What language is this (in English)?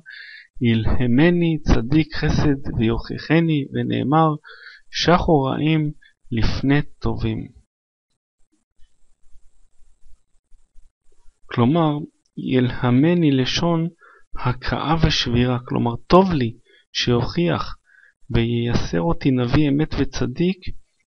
Hebrew